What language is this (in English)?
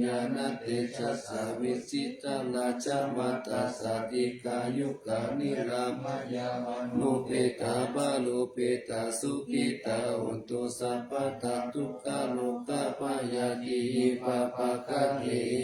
Pali